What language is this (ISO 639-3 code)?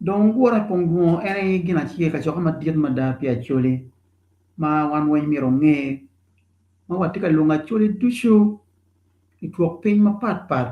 ach